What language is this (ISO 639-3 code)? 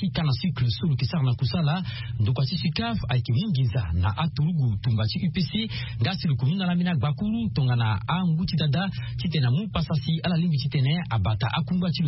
sag